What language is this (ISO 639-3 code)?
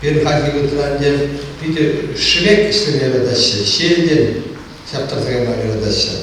chv